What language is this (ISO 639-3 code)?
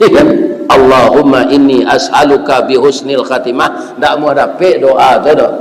min